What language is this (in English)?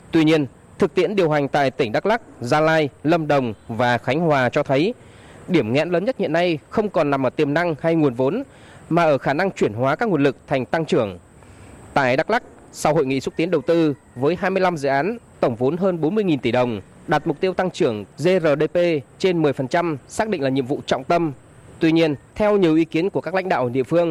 Vietnamese